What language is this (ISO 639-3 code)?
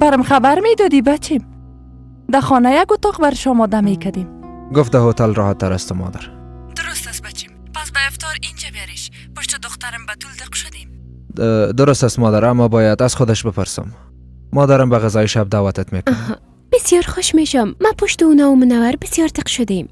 fas